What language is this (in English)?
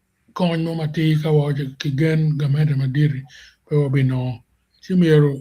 Acoli